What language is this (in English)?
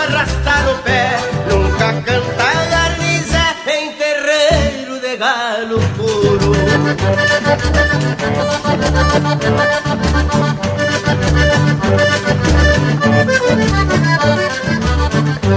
Portuguese